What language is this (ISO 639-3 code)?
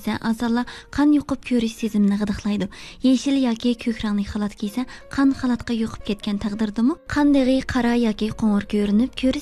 uig